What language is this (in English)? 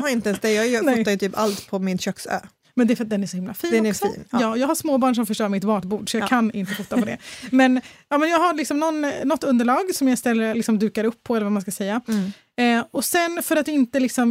Swedish